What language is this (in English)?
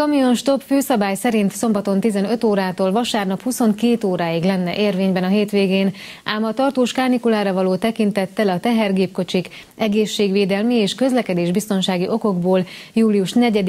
Hungarian